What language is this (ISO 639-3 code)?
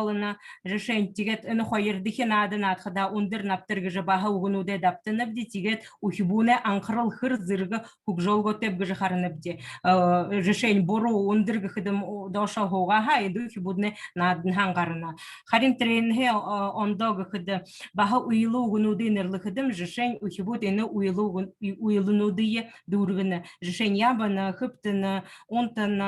bua